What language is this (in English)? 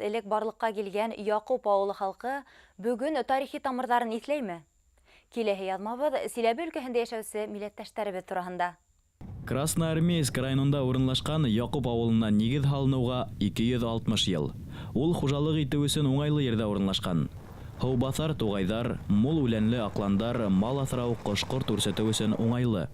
Bashkir